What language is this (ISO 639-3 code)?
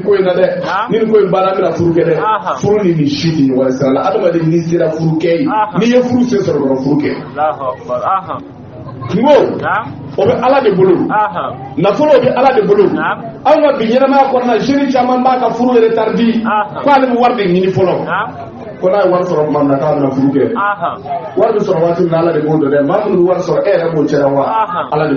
bam